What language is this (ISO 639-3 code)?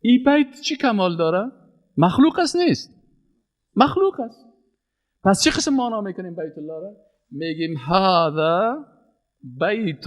fas